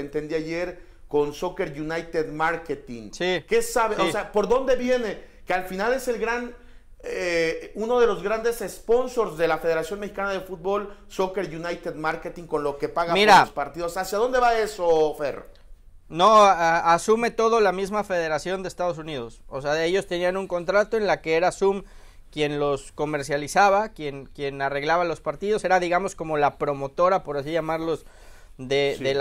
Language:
Spanish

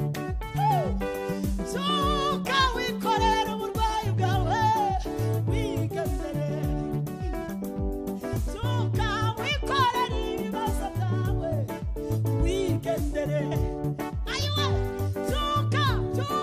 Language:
Kinyarwanda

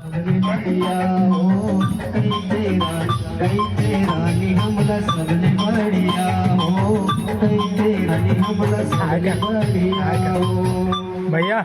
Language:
Chhattisgarhi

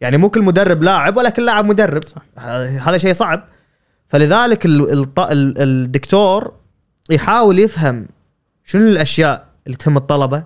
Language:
Gulf Arabic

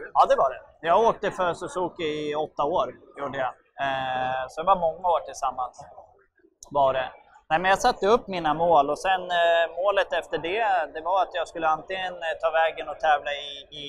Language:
Swedish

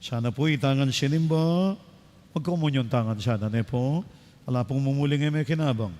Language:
Pampanga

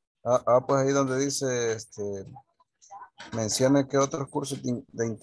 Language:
Spanish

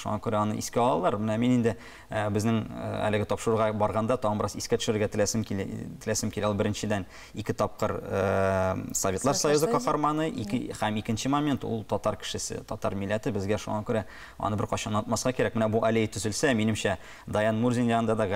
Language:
Tatar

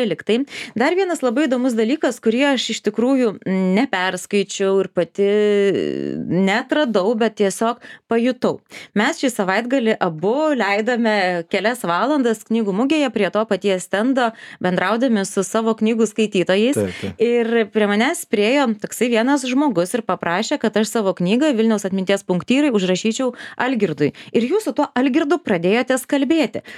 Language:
Lithuanian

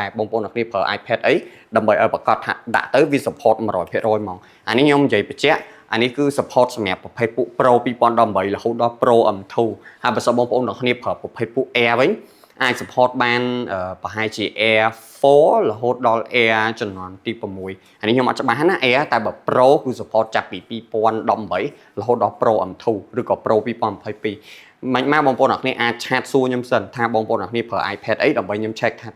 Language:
Khmer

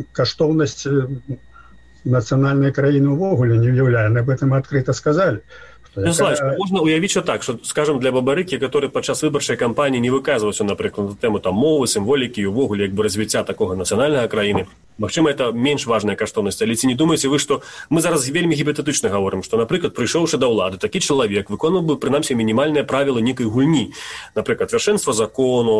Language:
Belarusian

